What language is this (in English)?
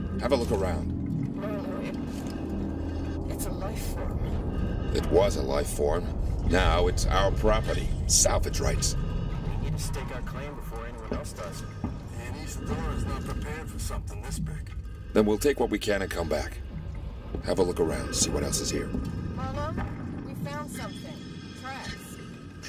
English